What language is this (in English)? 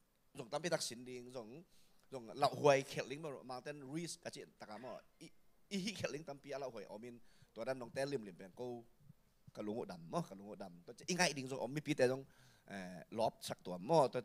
Tedim Chin